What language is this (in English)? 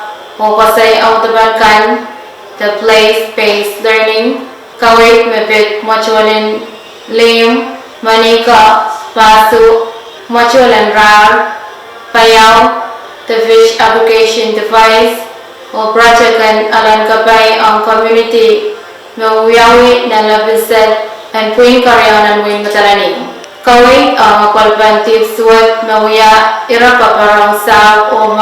Pohnpeian